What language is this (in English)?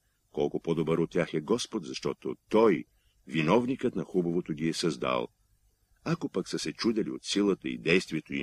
Bulgarian